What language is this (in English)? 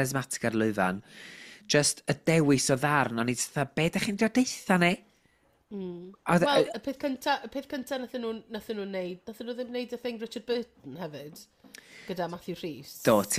Welsh